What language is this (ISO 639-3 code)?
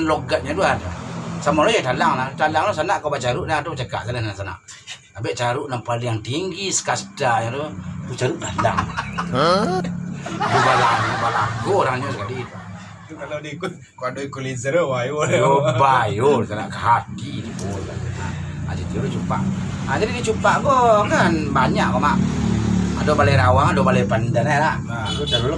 min